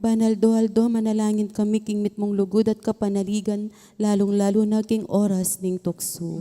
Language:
Pampanga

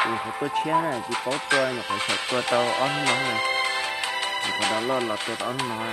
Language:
Hmong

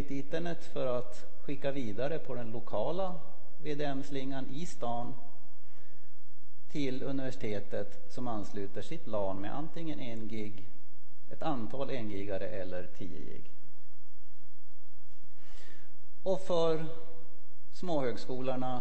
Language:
Swedish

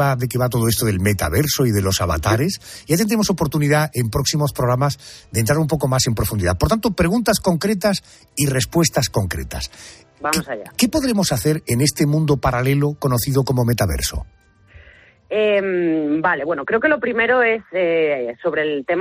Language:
Spanish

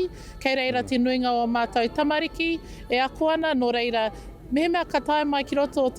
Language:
Māori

